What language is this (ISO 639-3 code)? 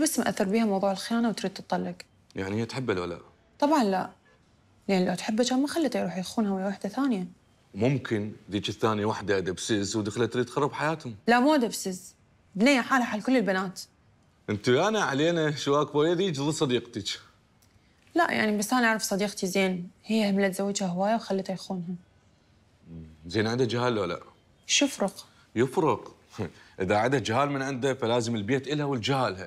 acm